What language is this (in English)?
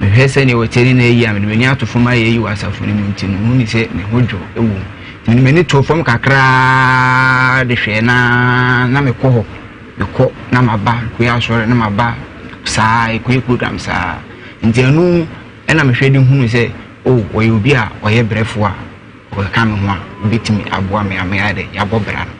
Akan